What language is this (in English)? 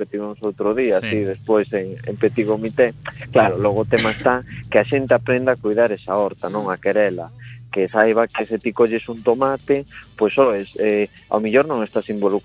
Galician